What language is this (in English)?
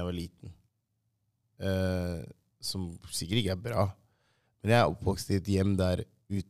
Norwegian